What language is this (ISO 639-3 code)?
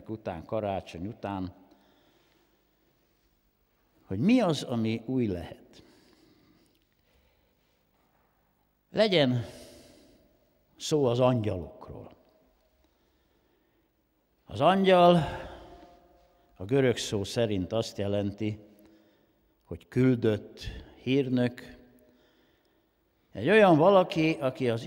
hun